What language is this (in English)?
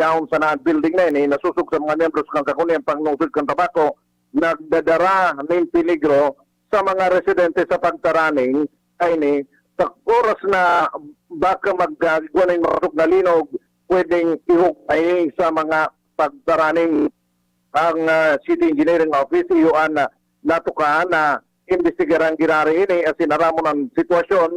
Bikol